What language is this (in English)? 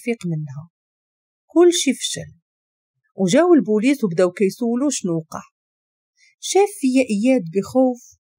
Moroccan Arabic